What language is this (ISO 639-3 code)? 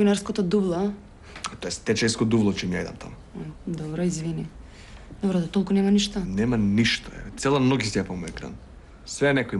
mkd